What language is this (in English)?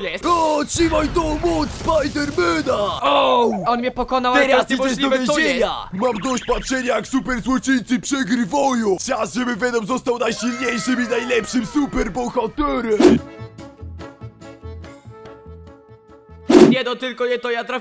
Polish